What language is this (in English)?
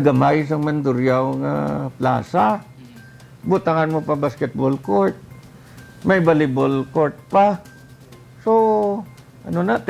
Hiligaynon